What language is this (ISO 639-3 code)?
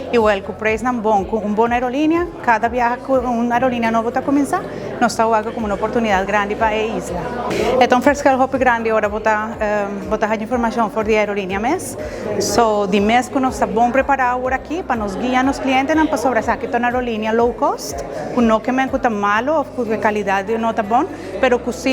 pap